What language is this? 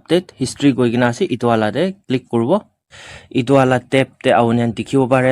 Naga Pidgin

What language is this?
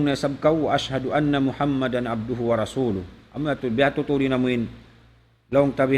Tausug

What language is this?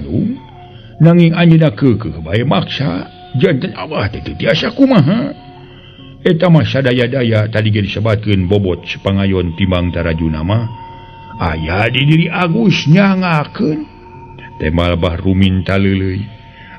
Sundanese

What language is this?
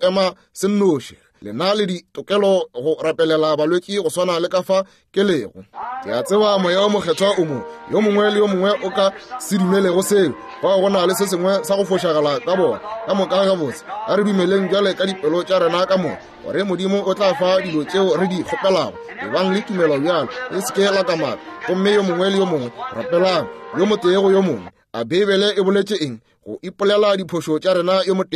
Northern Sotho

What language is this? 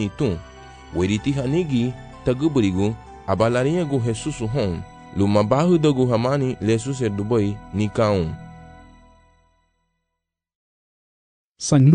Garifuna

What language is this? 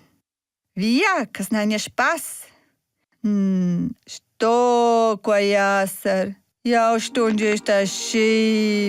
Romansh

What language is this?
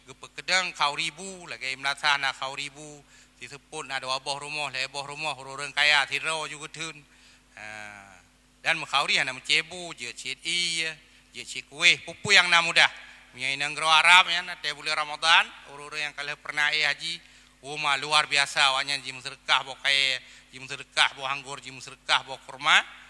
Achinese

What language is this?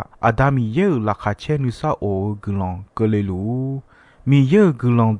Akha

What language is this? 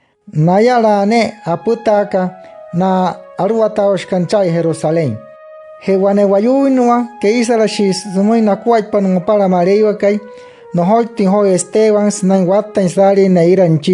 Wayuu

